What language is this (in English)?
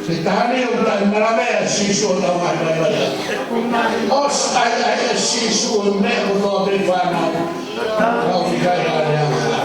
Tongan